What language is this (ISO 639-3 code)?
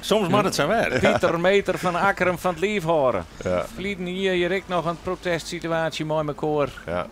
fry